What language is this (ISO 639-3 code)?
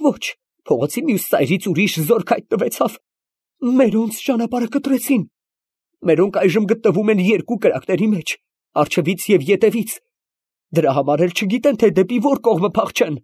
hye